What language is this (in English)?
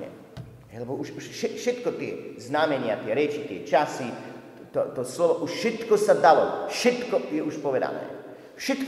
Slovak